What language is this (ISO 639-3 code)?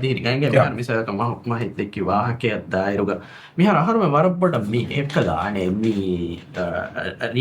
div